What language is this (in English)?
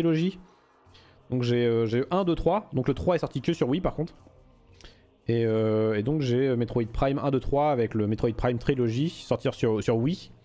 French